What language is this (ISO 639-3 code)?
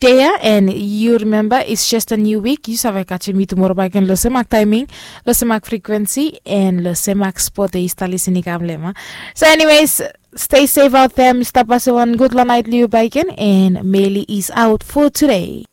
bis